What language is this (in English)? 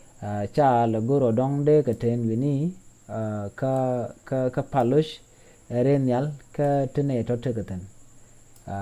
Nuer